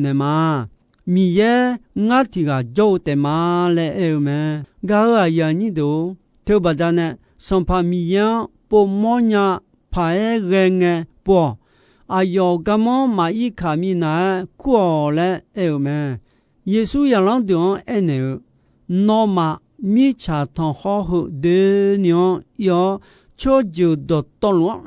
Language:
Akha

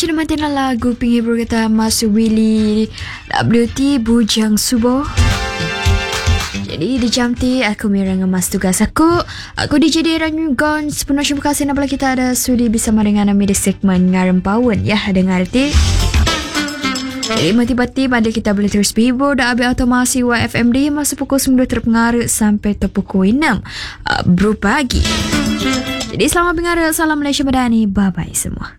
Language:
Malay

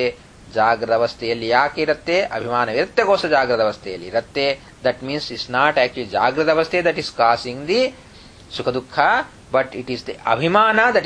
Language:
Kannada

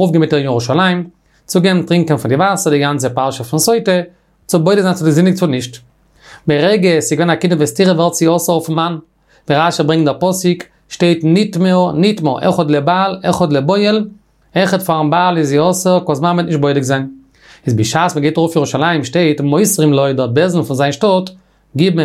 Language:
Yiddish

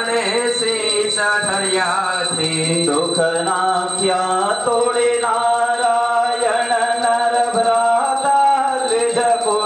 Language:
Gujarati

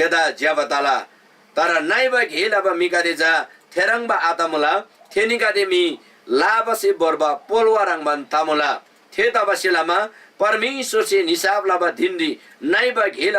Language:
Eastern Tamang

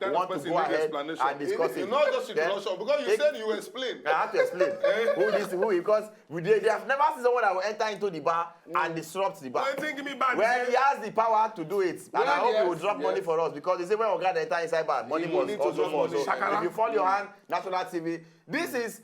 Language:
Nigerian Pidgin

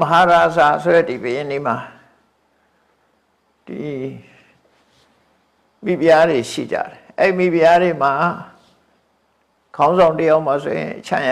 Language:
Burmese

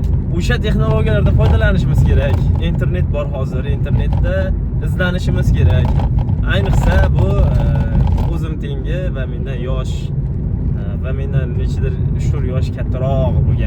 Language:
Uzbek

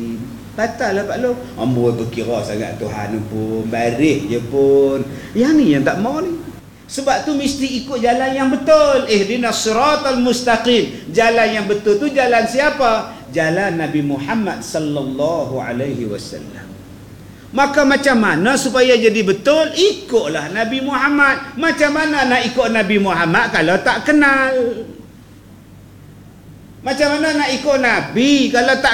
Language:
Malay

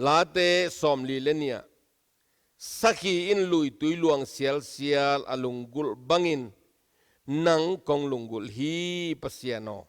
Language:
Tedim Chin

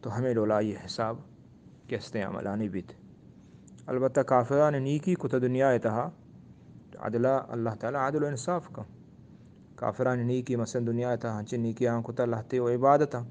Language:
Eastern Balochi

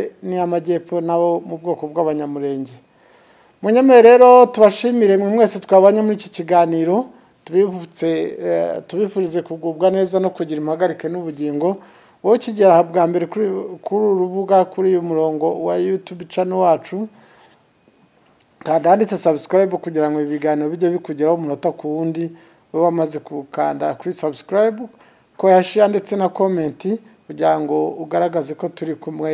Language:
Kinyarwanda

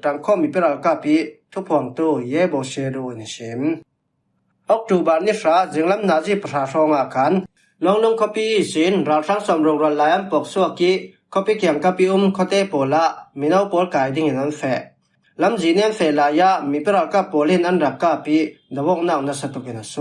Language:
Falam Chin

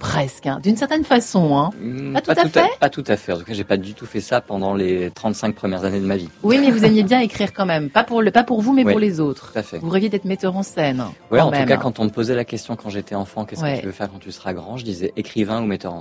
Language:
French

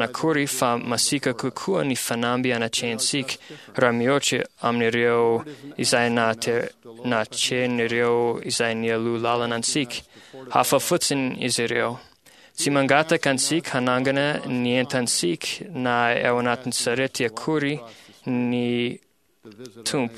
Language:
Malagasy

